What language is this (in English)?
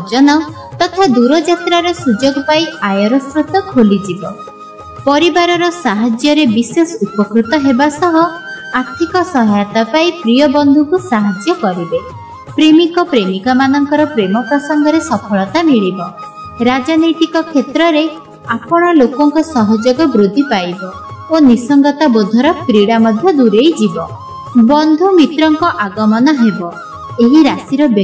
Odia